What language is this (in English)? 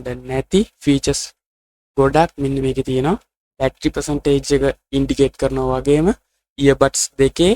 Sinhala